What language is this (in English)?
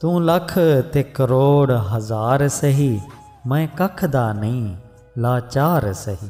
Saraiki